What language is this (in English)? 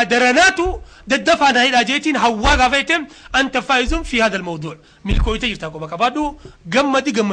Oromo